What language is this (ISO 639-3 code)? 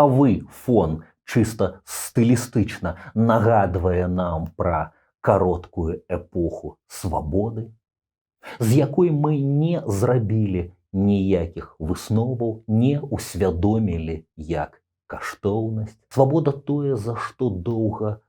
bel